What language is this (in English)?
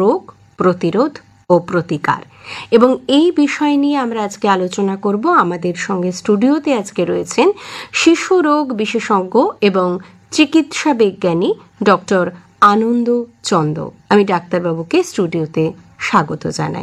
Bangla